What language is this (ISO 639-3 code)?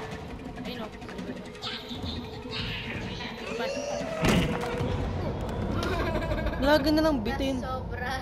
fil